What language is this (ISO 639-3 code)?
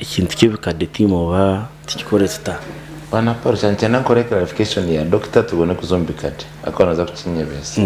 nyn